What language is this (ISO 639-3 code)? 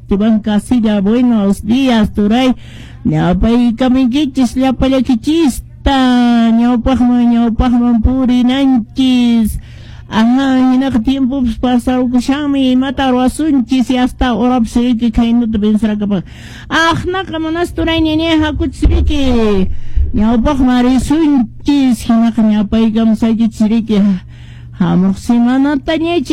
que